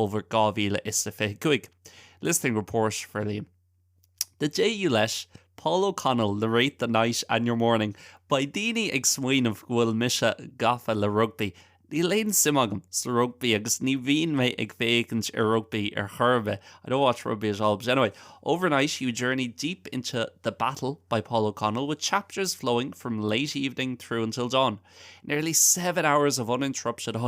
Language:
Irish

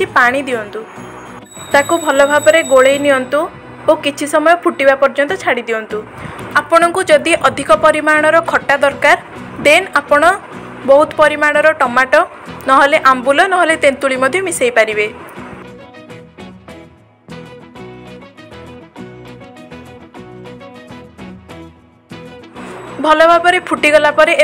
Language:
Odia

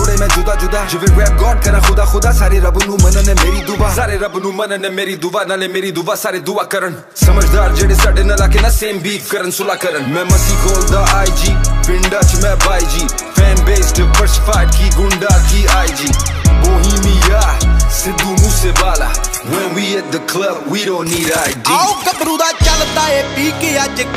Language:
Punjabi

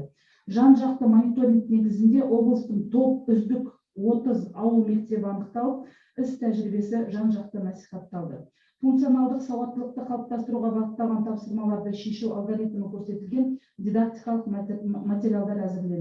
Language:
Kazakh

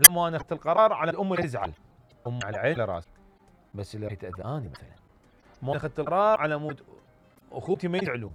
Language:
Mesopotamian Arabic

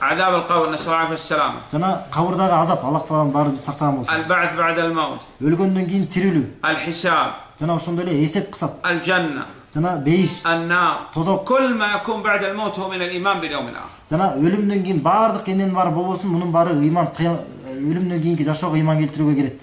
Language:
Kyrgyz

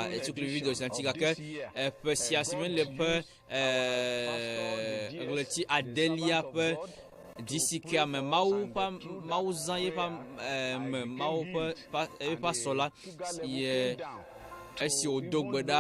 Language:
Ewe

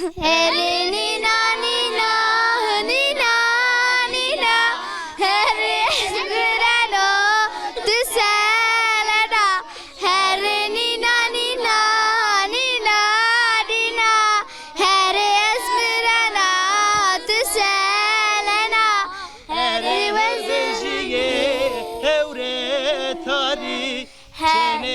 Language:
Zaza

